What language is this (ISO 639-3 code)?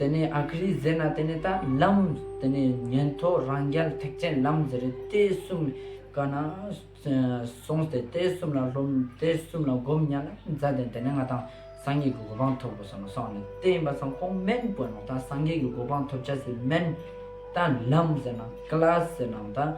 lbj